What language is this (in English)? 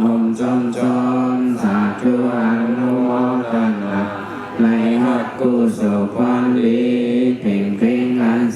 Shan